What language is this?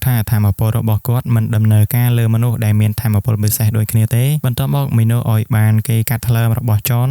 Khmer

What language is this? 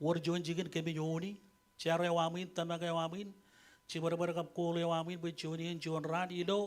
Marshallese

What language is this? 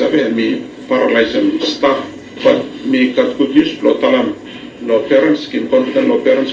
Bislama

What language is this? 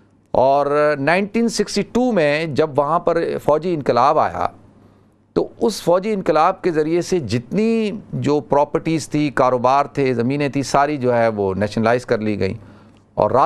Urdu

